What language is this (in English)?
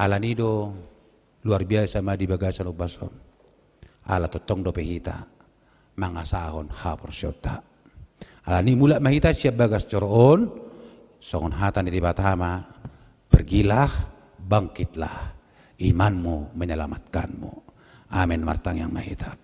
Batak Toba